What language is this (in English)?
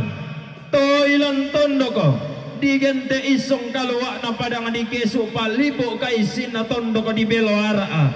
Toraja-Sa'dan